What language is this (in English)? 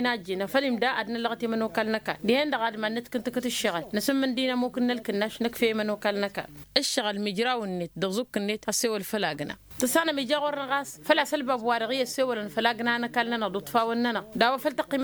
Tamasheq